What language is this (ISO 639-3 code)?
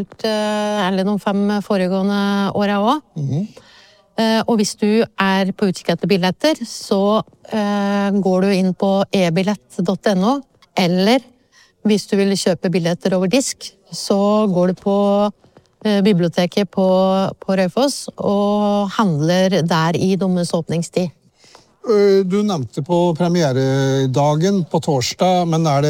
nor